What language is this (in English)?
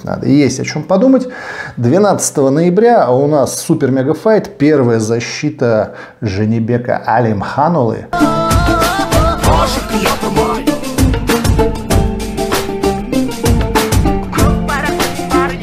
Russian